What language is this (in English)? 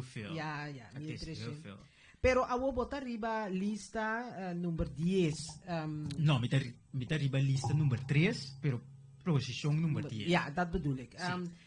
Papiamento